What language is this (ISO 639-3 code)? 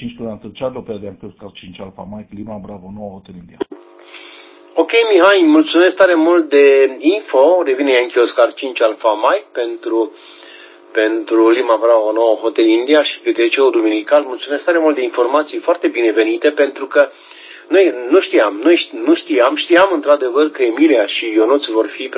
ron